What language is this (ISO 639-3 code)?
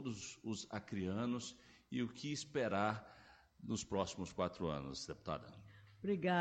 por